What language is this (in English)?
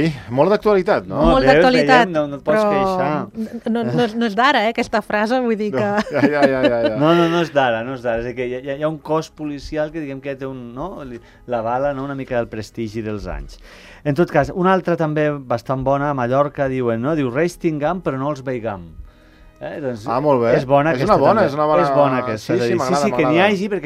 Catalan